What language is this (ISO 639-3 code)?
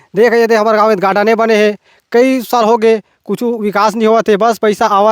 hne